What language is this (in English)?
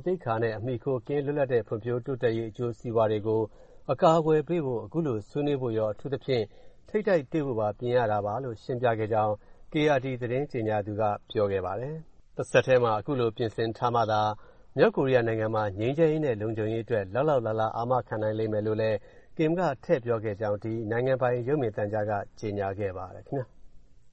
Burmese